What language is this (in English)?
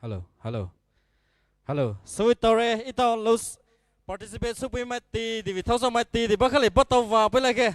Poumei Naga